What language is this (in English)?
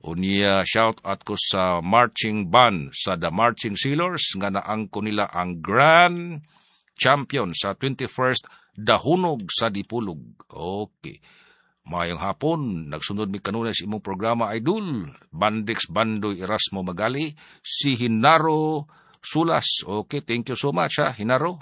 Cebuano